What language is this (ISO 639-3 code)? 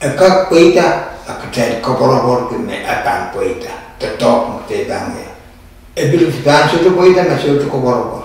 pon